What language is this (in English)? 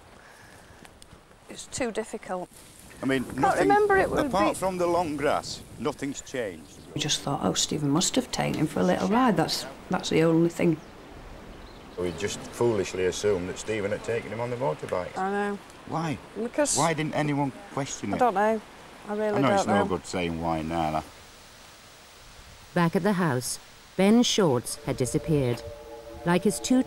English